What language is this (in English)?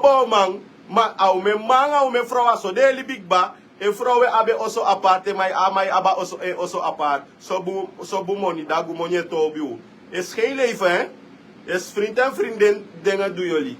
Sranan Tongo